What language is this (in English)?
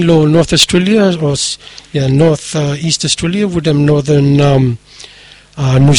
Bislama